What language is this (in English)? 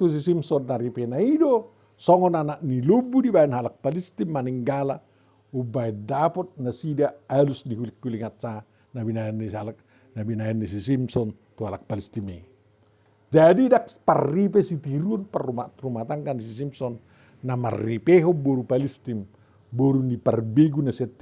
Batak Toba